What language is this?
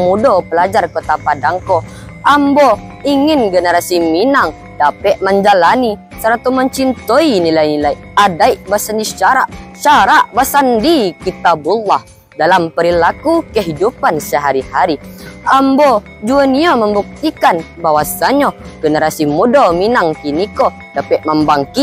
Minangkabau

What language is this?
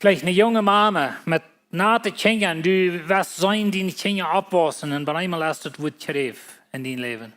Plautdietsch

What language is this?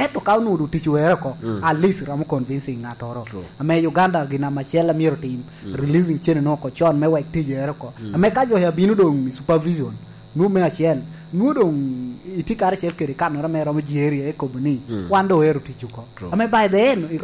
Lango (Uganda)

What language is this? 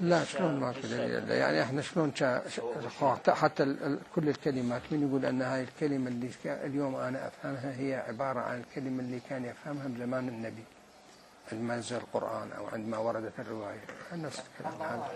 Mesopotamian Arabic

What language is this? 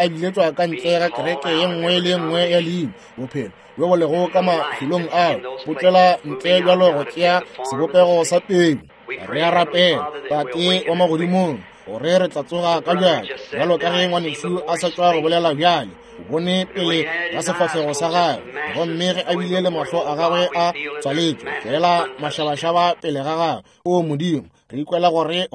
Northern Sotho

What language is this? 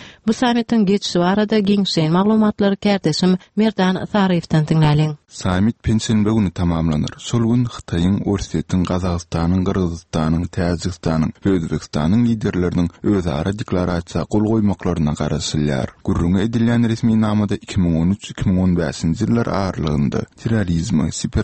Turkmen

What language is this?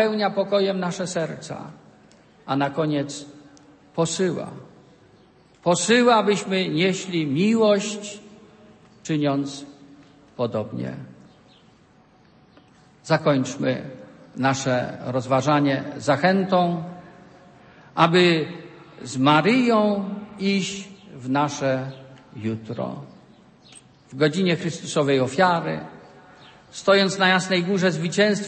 Polish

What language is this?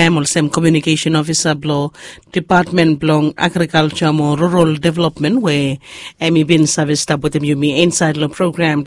Bislama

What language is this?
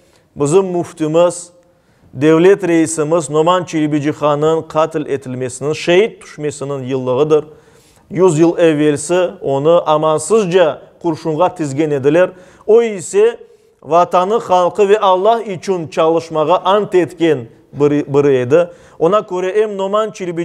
Crimean Tatar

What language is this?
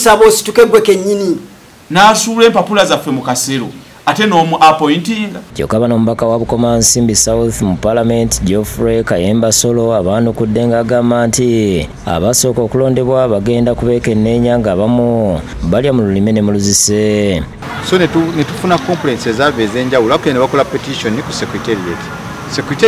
Ganda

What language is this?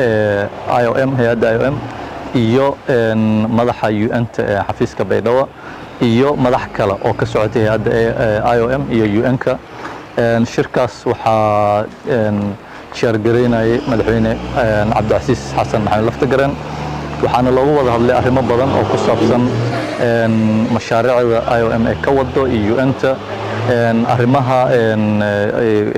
Somali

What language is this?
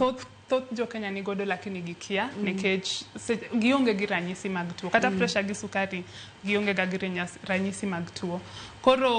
Luo (Kenya and Tanzania)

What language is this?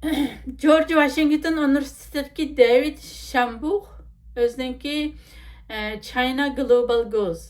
Uyghur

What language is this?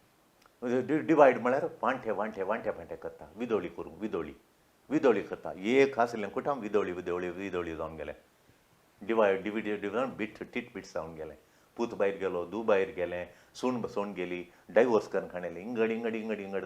Konkani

